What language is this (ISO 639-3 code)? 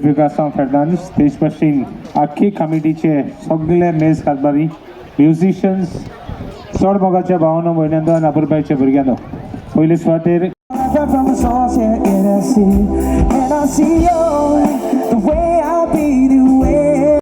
kok